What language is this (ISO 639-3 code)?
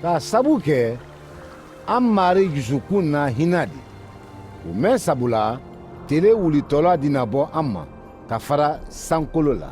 man